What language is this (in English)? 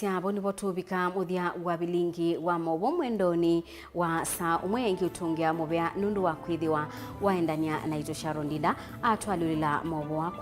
Kamba